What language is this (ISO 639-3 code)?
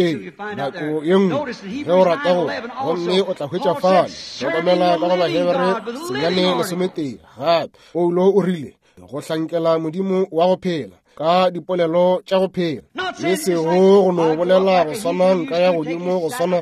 nso